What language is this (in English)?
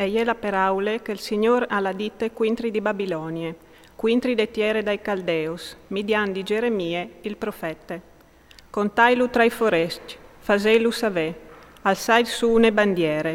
Friulian